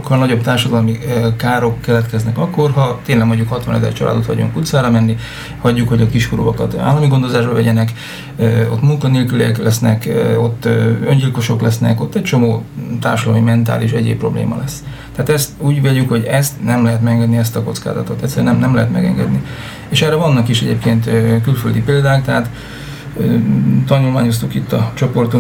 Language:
Hungarian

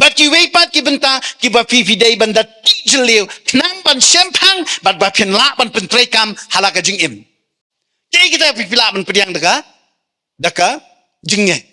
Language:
Khasi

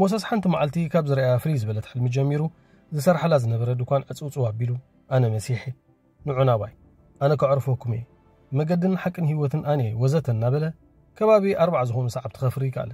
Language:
Tigrinya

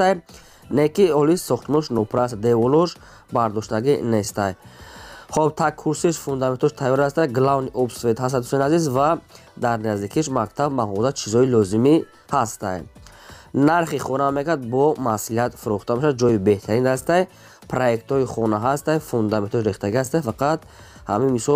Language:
Tajik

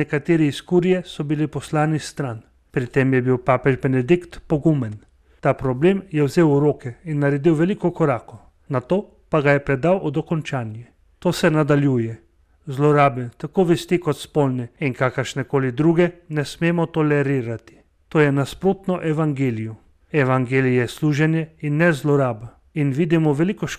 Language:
Slovenian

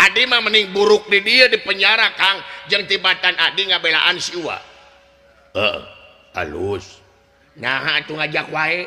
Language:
Sundanese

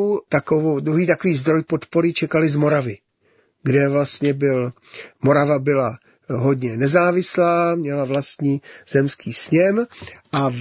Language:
Czech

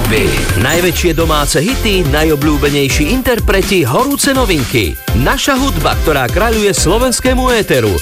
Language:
Slovak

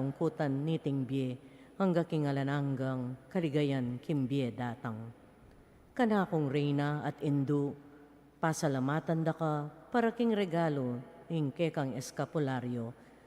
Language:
Pampanga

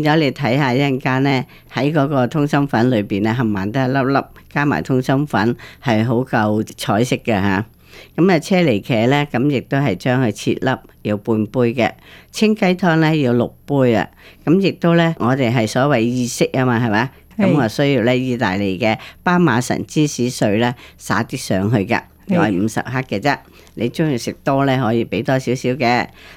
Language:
Cantonese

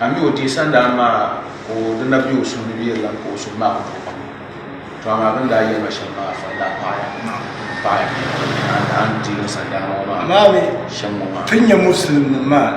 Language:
Dagbani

